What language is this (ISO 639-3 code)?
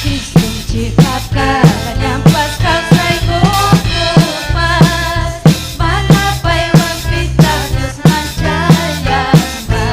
quy